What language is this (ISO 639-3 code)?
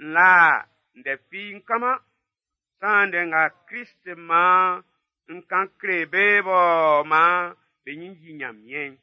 bci